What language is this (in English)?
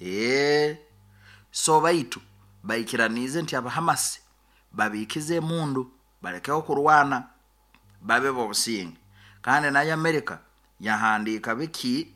Nyoro